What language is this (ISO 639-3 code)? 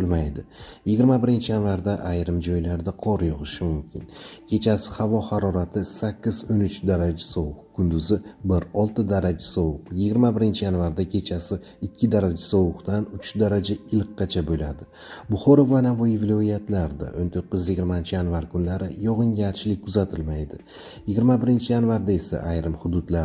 uzb